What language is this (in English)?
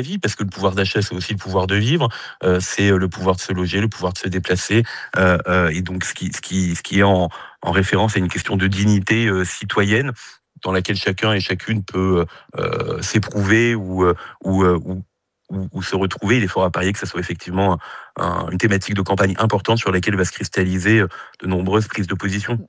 French